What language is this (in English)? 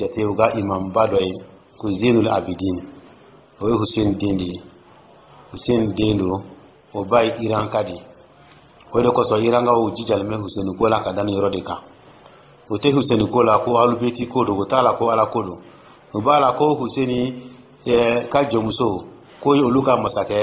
Dyula